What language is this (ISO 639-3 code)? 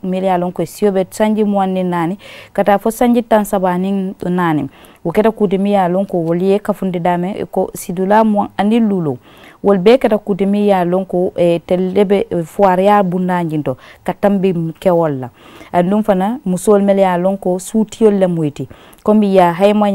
man